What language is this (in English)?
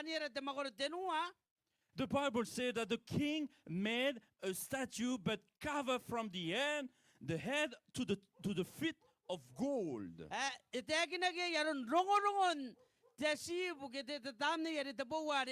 Gilbertese